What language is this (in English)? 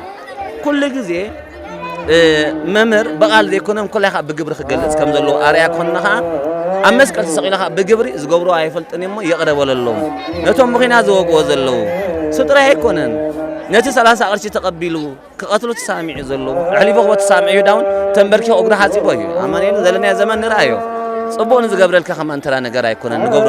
Tigrinya